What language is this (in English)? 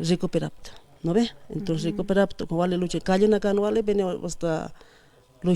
Aymara